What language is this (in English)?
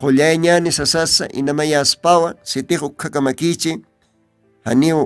Aymara